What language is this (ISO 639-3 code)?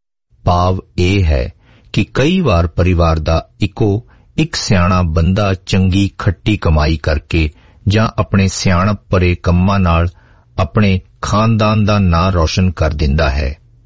pan